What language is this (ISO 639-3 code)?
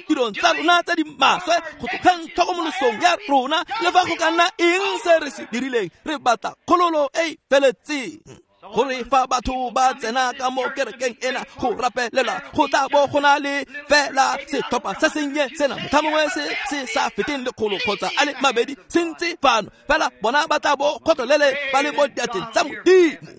tsn